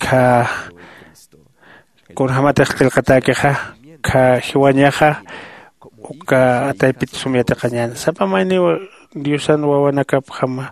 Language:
Aymara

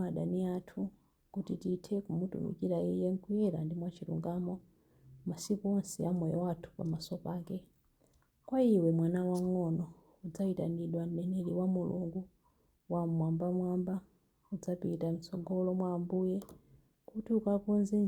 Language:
Nyanja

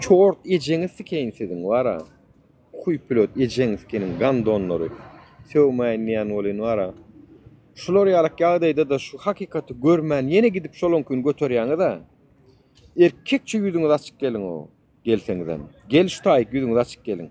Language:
Turkmen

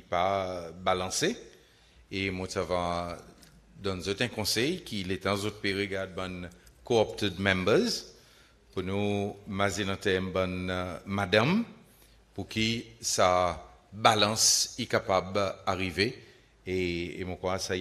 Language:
Seselwa Creole French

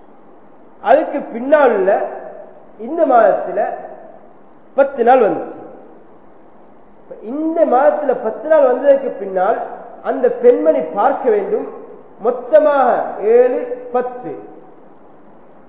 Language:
Tamil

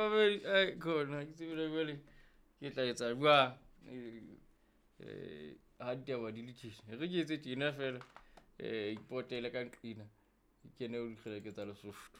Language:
Southern Sotho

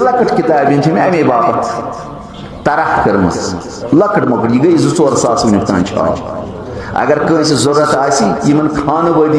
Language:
Kashmiri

